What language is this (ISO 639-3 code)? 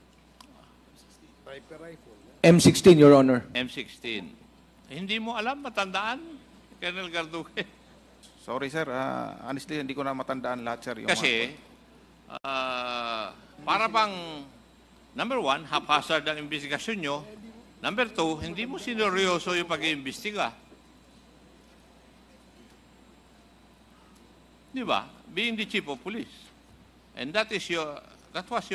fil